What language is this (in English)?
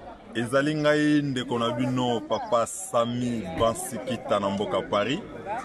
Lingala